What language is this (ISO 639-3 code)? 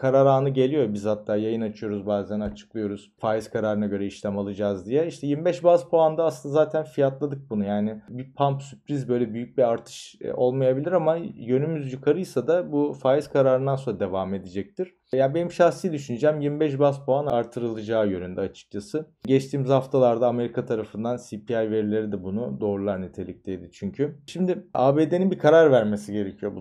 tur